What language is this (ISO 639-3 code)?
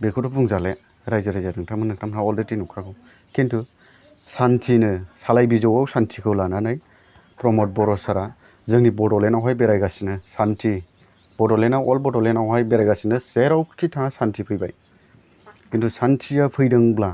brx